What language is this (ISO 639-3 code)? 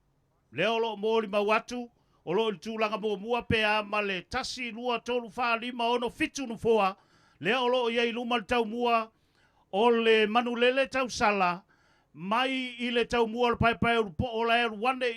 smo